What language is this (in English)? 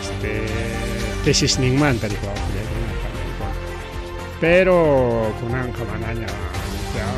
Ayacucho Quechua